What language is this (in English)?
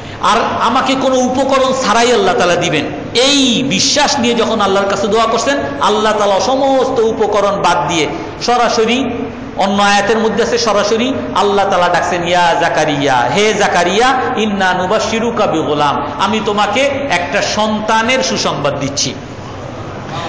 Bangla